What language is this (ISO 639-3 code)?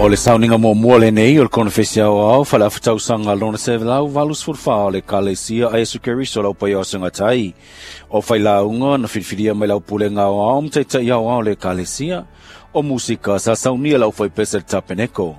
smo